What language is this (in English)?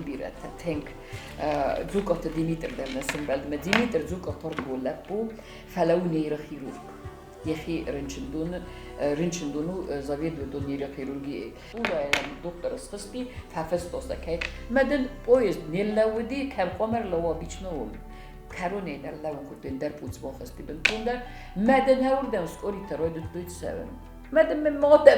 Ossetic